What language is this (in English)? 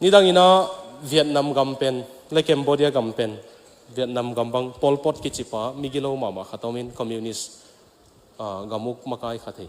Tedim Chin